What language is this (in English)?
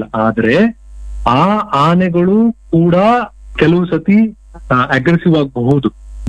Kannada